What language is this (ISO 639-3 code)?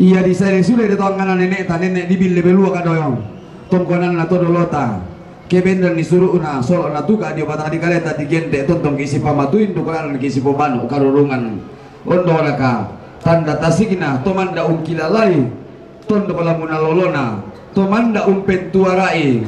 sda